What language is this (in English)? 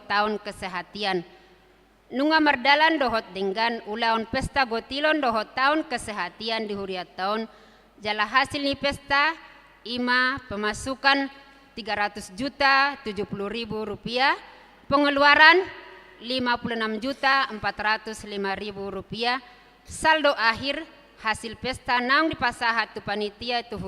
Batak Toba